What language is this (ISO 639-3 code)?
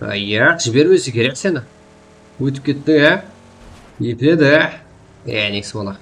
kaa